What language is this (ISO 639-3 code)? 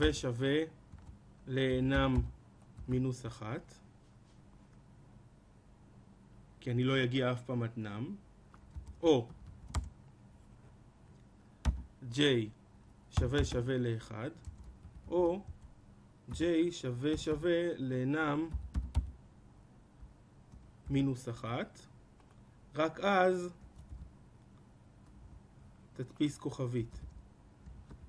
heb